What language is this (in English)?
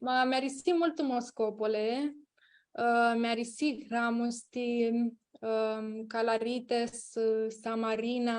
Aromanian